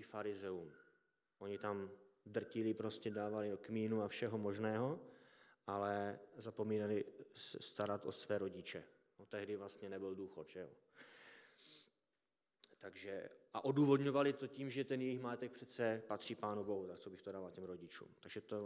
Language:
Czech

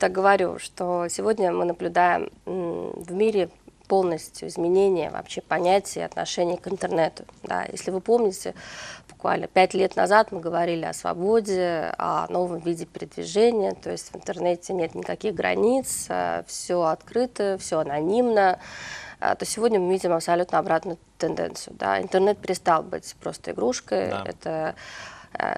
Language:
Russian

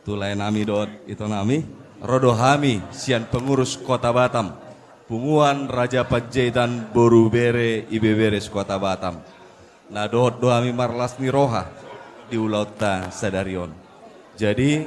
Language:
Batak Toba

